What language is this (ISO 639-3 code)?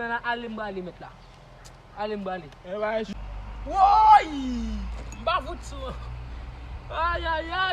hat